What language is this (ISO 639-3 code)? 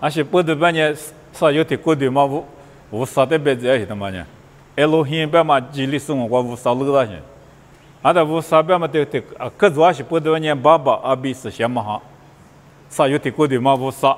lis